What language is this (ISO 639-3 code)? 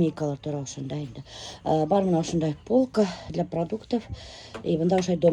bak